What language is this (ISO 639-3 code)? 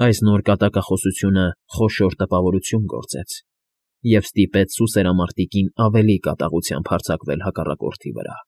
hye